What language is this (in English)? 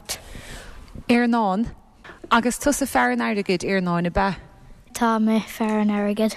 Irish